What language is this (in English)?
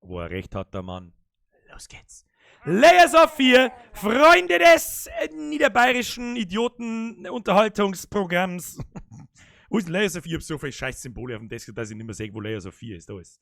Bavarian